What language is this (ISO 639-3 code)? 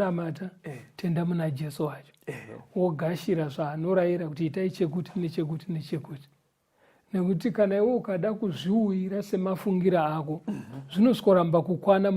sna